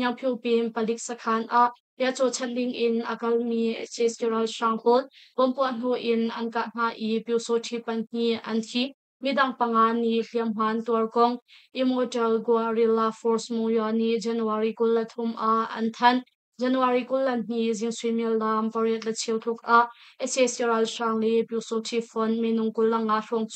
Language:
Hakha Chin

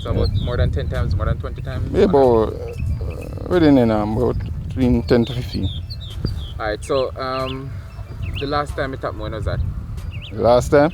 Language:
Jamaican Creole English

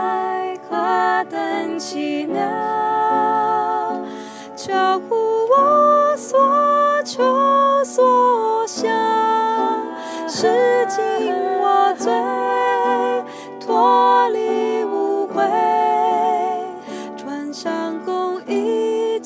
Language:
Chinese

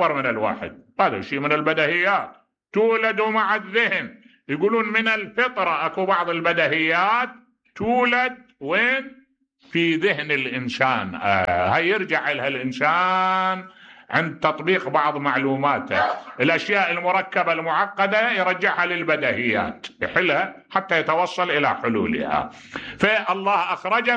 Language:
Mesopotamian Arabic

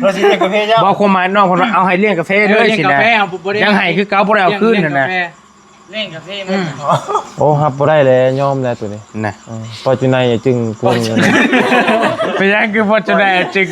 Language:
Lao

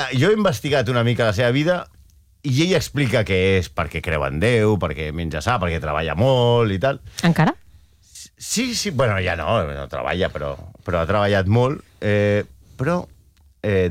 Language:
Catalan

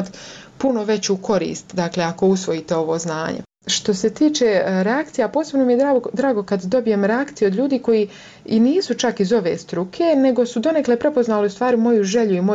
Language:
Croatian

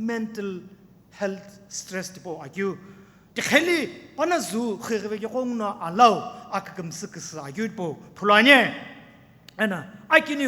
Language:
Sumi Naga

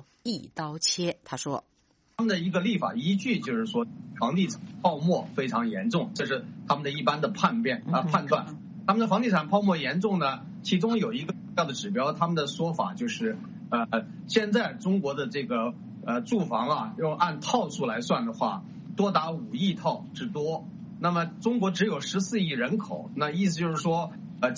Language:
Chinese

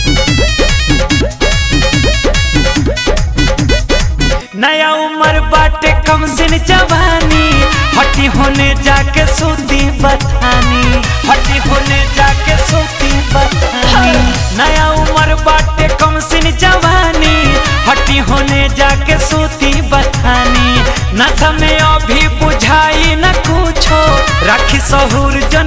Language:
Bhojpuri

